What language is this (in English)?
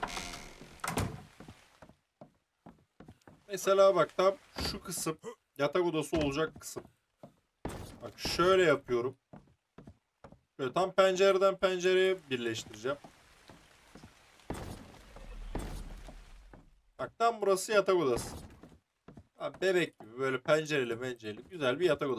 Turkish